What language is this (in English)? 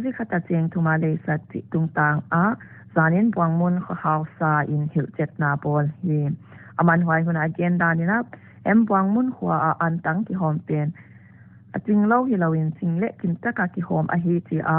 Paite Chin